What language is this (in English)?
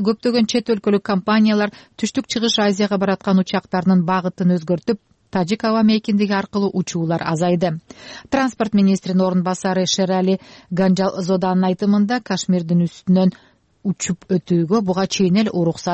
Kyrgyz